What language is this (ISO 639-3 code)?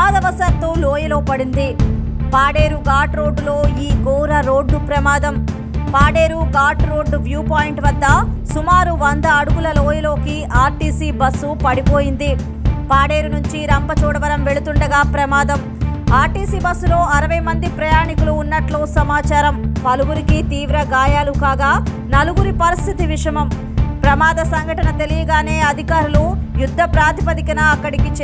tel